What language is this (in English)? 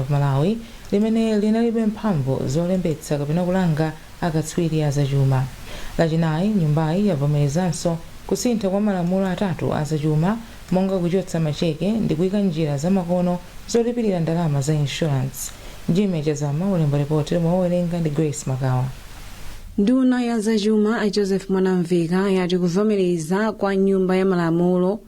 Nyanja